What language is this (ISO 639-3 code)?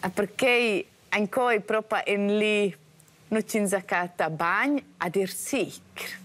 roh